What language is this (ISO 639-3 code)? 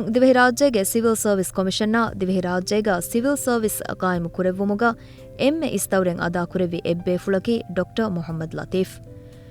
div